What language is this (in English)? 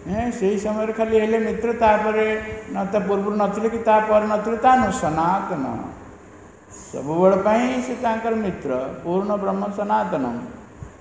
Odia